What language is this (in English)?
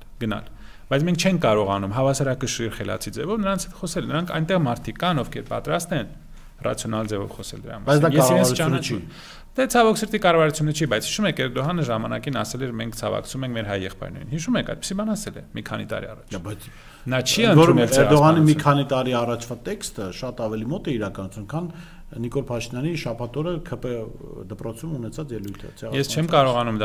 Armenian